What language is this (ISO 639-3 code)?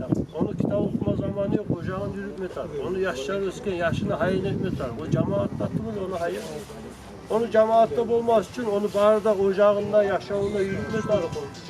kum